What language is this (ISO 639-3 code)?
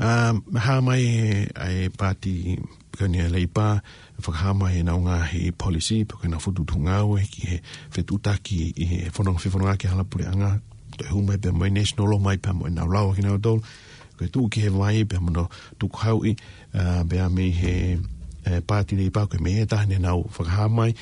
ton